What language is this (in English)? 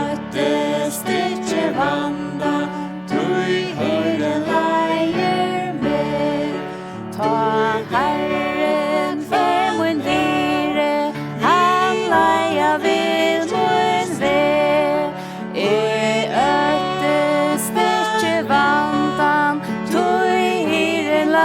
Faroese